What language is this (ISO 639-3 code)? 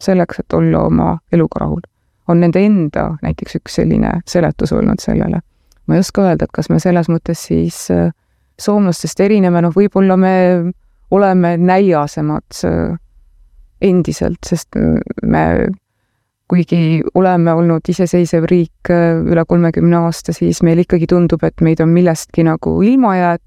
est